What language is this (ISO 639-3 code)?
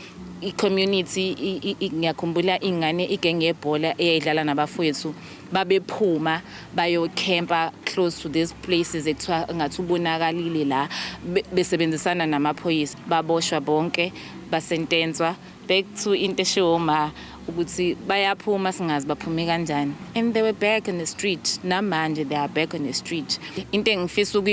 zul